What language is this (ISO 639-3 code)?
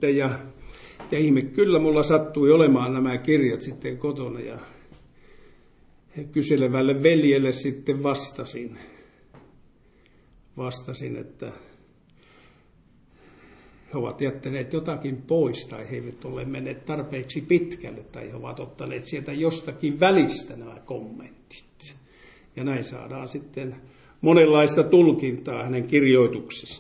fin